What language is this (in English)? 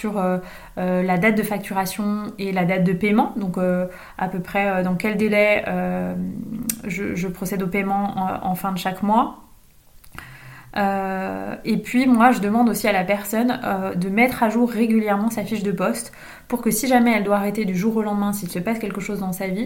French